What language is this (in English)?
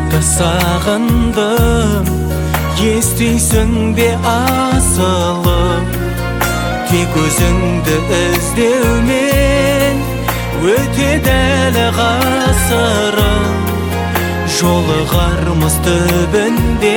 Kazakh